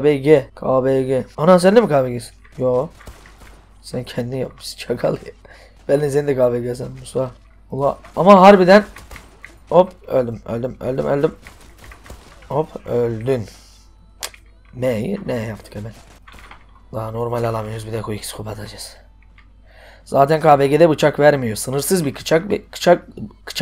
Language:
Turkish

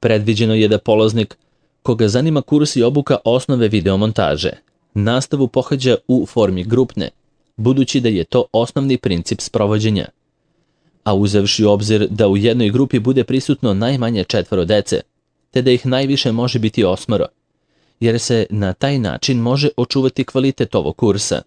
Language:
Serbian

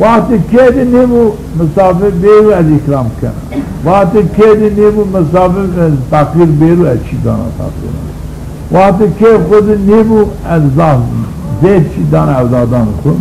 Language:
Zaza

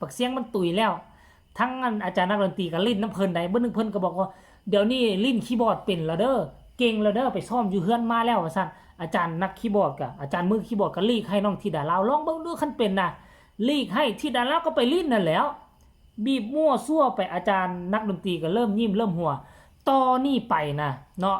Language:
Lao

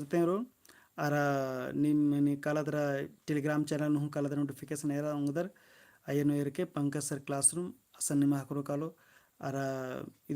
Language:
Kurukh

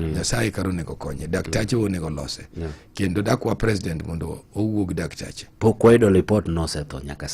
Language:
Luo (Kenya and Tanzania)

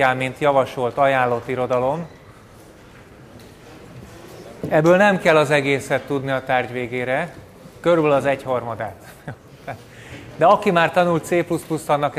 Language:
Hungarian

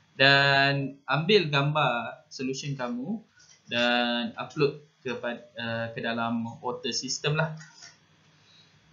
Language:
Malay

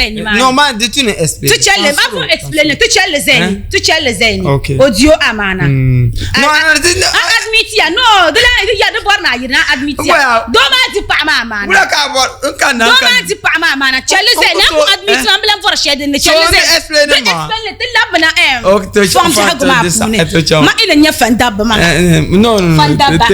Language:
Dagbani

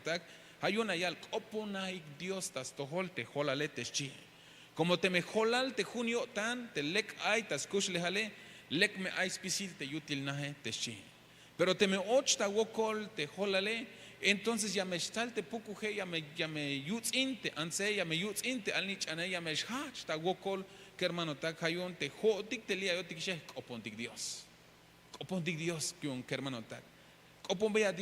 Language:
Tzeltal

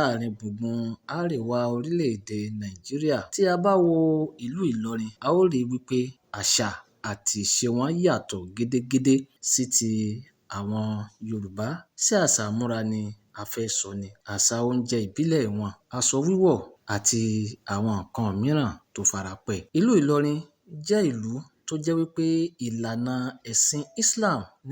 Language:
Yoruba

